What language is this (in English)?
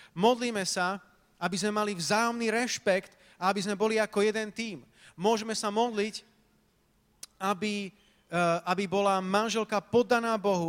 Slovak